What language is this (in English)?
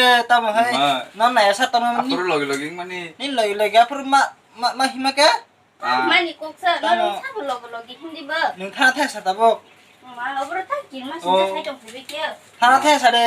Kok Borok